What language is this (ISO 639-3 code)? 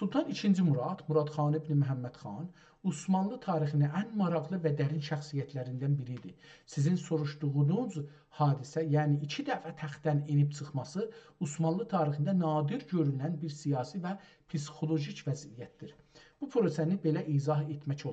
azb